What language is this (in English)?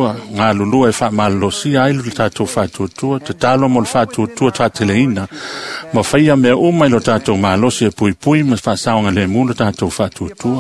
Samoan